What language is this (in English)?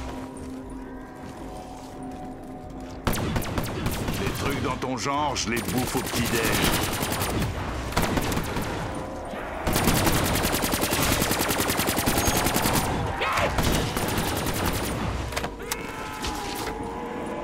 French